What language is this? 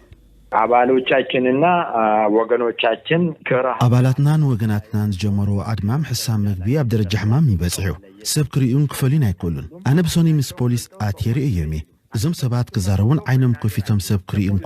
Tigrinya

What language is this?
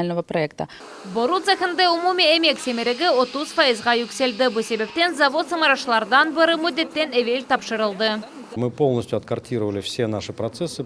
Crimean Tatar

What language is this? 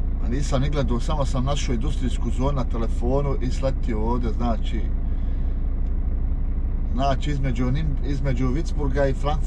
Croatian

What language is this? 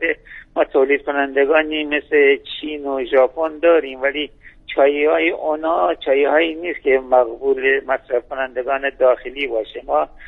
Persian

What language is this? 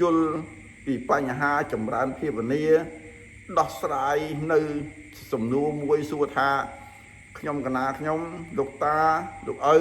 Khmer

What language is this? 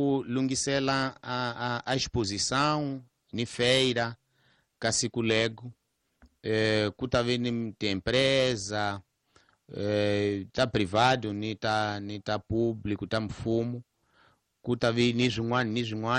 Tsonga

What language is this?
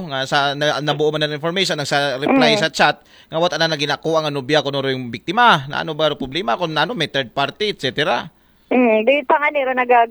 Aklanon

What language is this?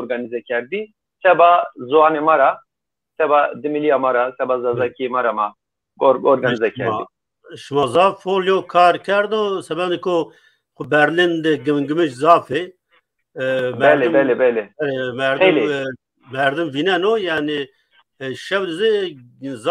Zaza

